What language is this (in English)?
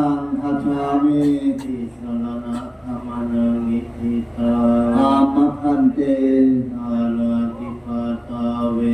Pali